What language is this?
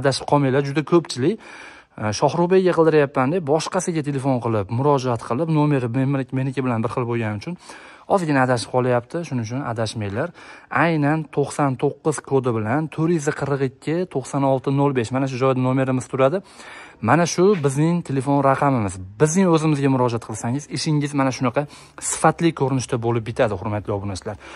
Uzbek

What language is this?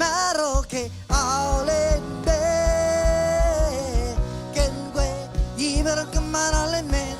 Marshallese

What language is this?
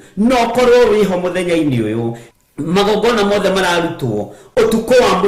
Kikuyu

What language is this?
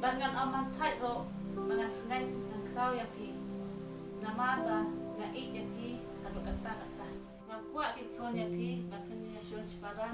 Khasi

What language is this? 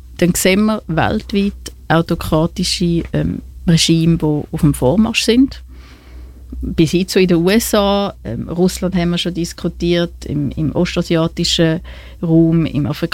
German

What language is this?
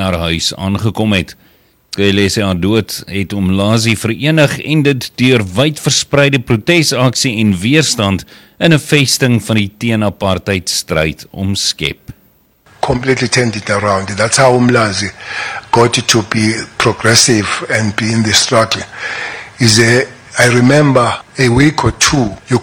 Afrikaans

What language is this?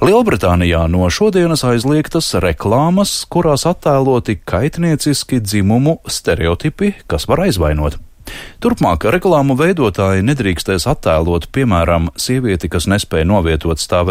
Latvian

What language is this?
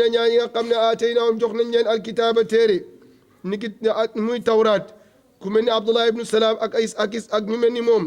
Wolof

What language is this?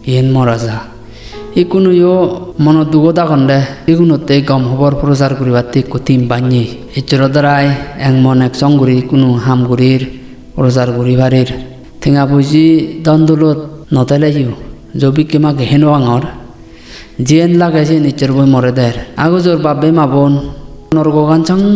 Chakma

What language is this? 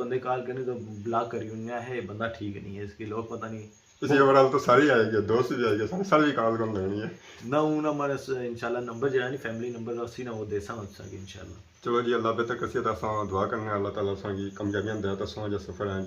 Pahari-Potwari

